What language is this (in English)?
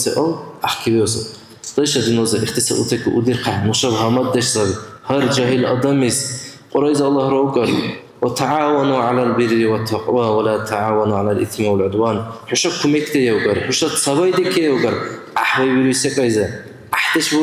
Dargwa